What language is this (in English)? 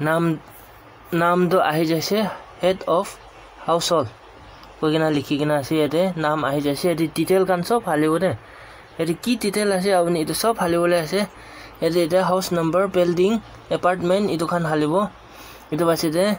Naga Pidgin